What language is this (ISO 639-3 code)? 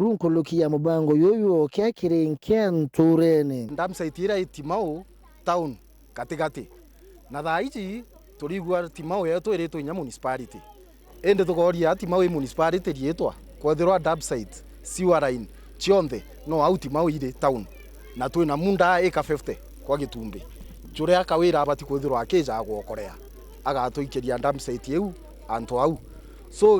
mer